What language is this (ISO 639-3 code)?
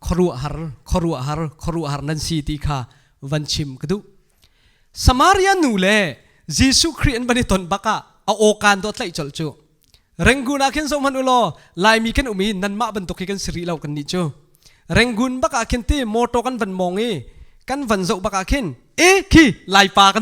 cnh